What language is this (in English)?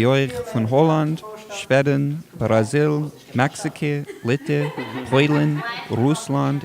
Yiddish